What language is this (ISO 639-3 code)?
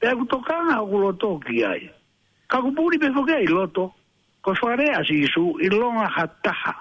ton